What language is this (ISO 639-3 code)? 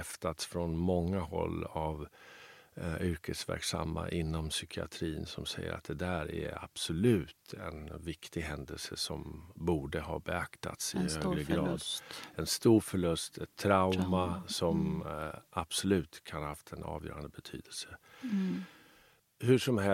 swe